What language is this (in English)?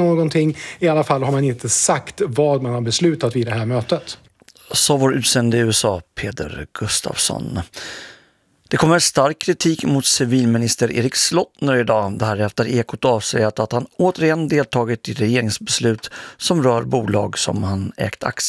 Swedish